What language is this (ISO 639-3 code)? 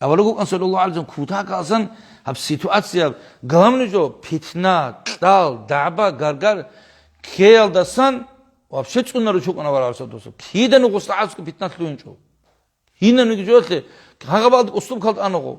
ava